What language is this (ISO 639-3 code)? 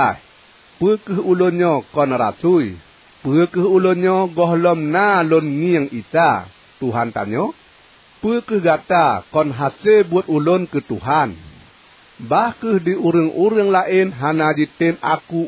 ace